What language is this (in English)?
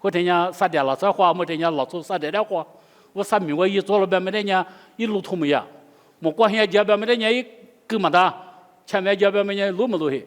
Lisu